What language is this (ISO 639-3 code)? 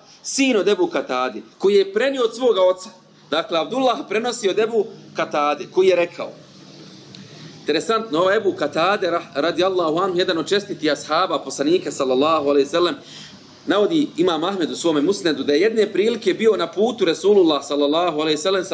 bos